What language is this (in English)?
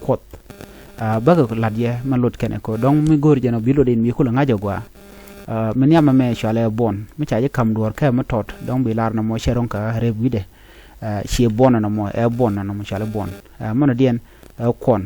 Nuer